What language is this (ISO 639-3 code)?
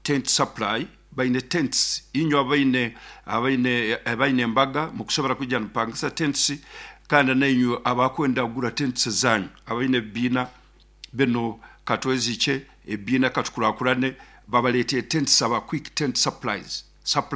nyo